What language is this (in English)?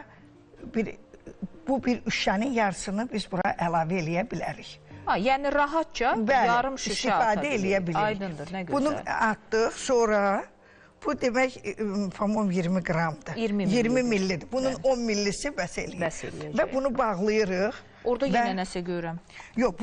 Azerbaijani